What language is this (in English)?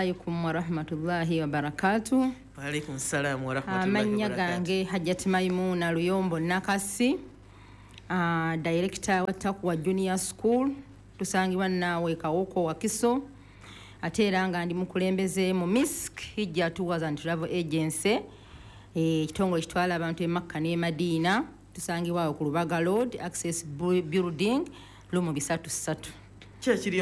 Ganda